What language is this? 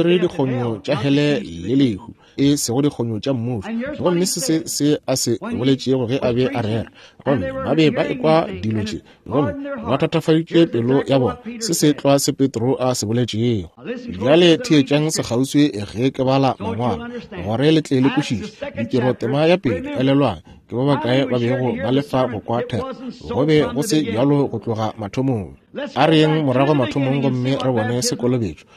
Northern Sotho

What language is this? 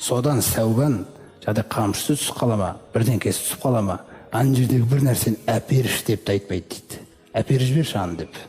Kazakh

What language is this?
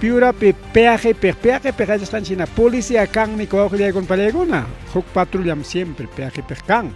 Ayacucho Quechua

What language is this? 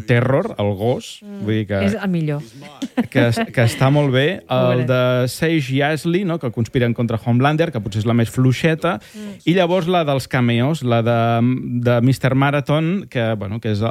Catalan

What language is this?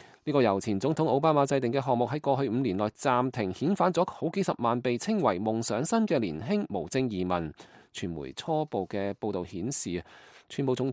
Cantonese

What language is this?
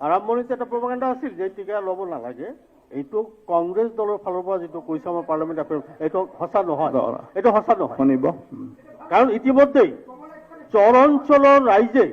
Assamese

